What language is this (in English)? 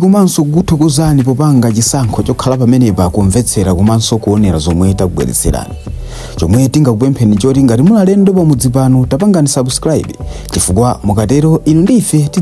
Nyanja